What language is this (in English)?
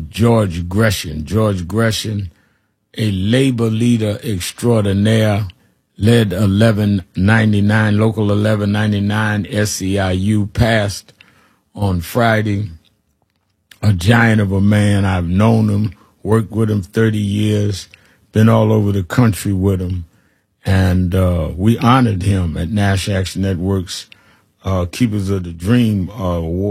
English